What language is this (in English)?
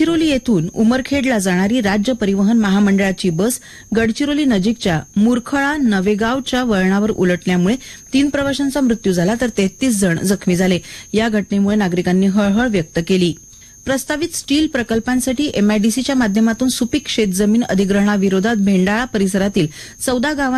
Marathi